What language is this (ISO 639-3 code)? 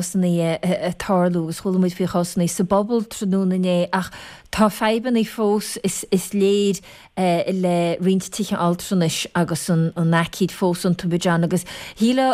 gle